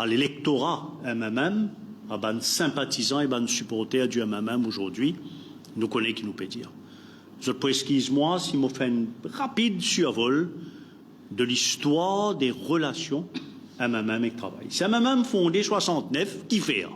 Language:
Morisyen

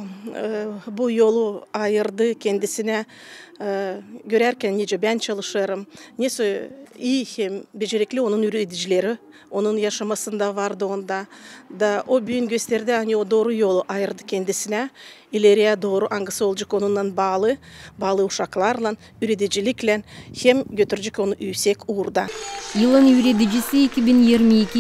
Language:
Gagauz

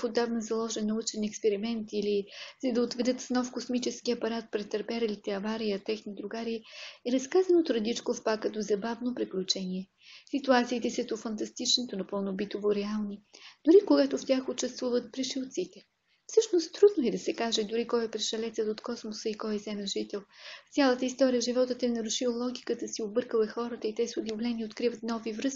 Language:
Bulgarian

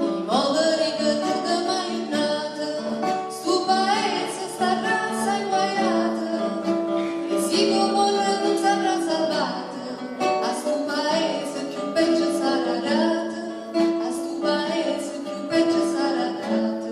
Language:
Neapolitan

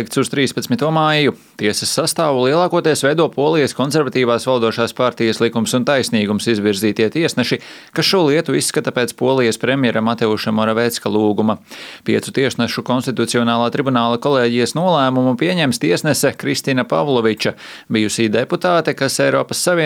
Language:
Latvian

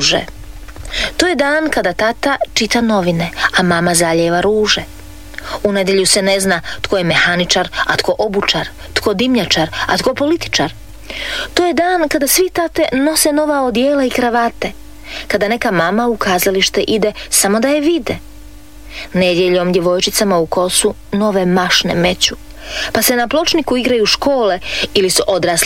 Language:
Croatian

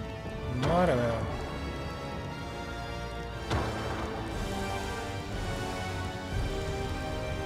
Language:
Catalan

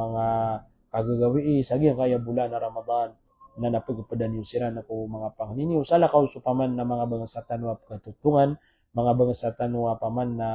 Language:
Maranao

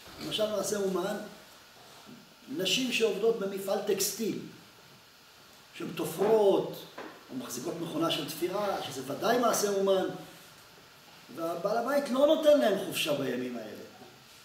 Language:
Hebrew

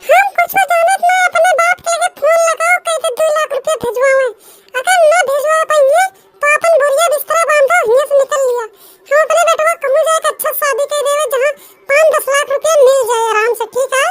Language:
Awadhi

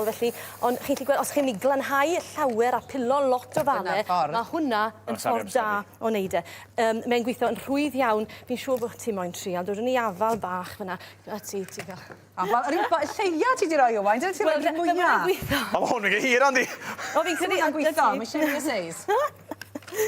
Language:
Welsh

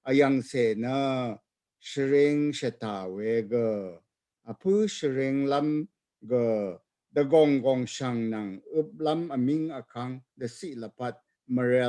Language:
Rawang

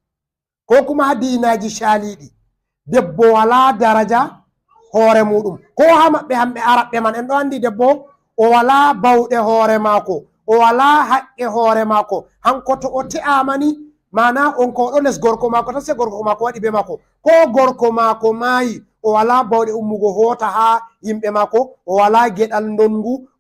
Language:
Fula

